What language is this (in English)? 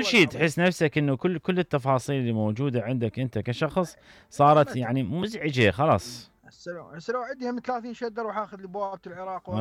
Mesopotamian Arabic